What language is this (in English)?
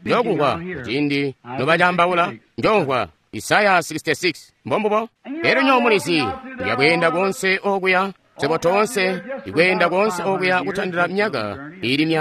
Tonga (Zambia)